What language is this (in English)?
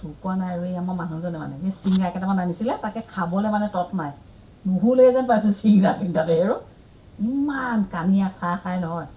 Assamese